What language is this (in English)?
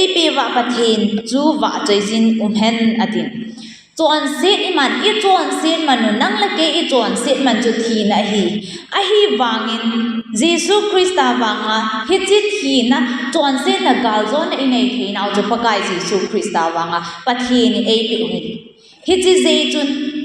Thado Chin